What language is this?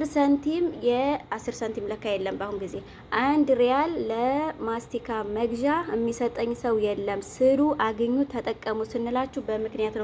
Amharic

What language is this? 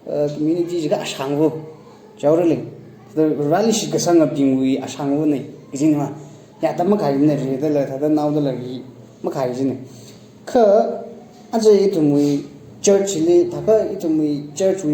Tangkhul Naga (India)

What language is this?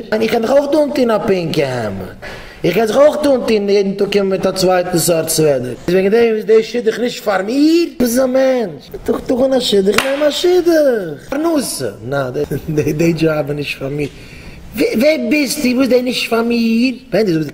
Yiddish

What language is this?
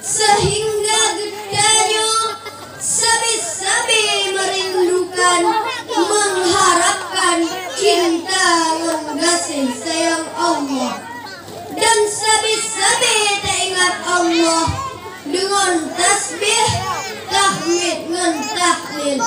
Achinese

